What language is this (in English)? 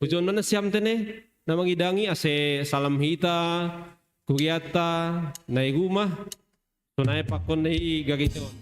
Batak Simalungun